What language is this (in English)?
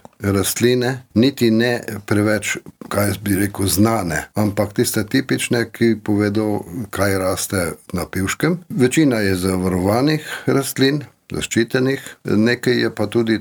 Slovenian